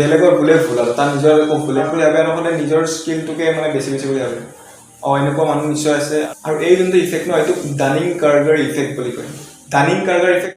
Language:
Assamese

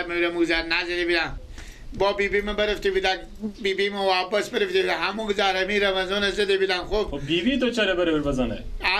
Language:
Persian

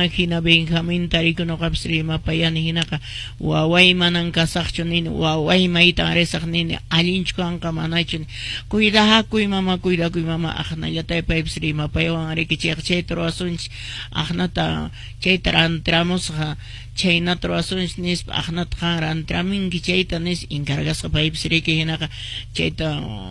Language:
Quechua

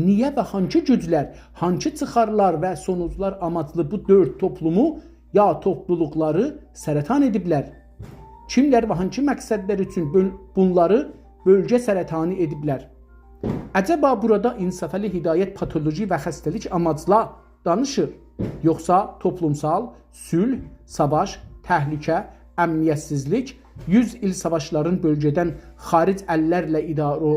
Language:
South Azerbaijani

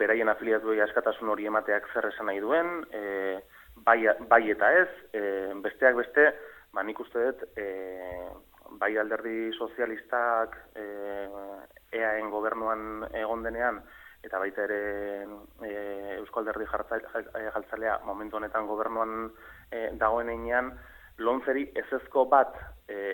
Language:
Basque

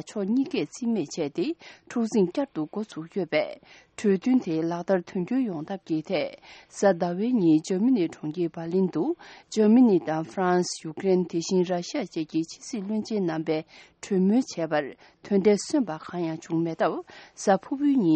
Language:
Tibetan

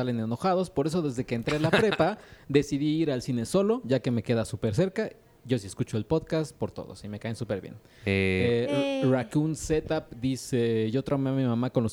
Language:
Spanish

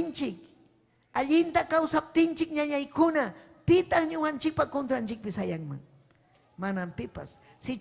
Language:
Ayacucho Quechua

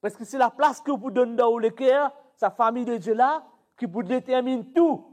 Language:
Morisyen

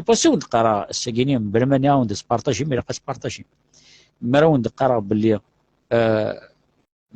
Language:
Kabyle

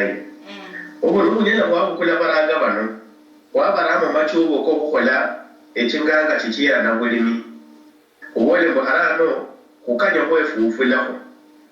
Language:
Luyia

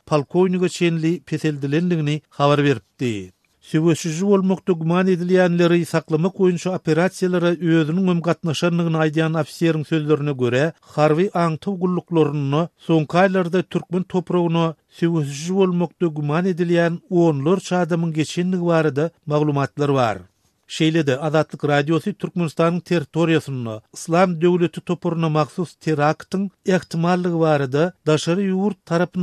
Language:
Turkmen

